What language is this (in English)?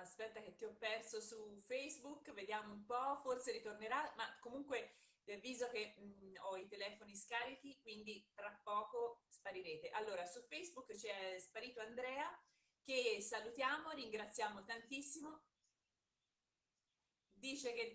Italian